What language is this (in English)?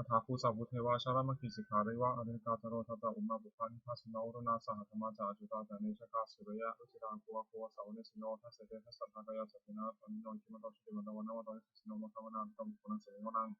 Pali